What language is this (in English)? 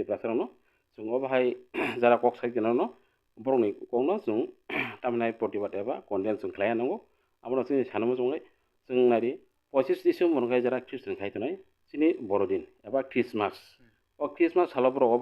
Kok Borok